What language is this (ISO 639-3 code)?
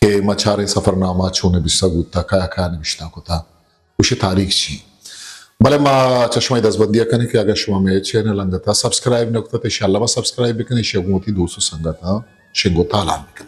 bgp